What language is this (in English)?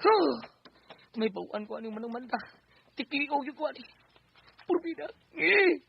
Cebuano